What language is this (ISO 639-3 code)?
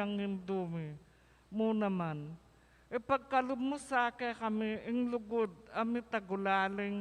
pam